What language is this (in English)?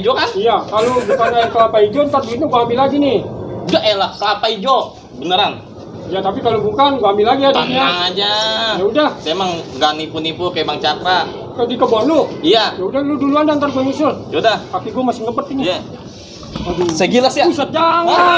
Betawi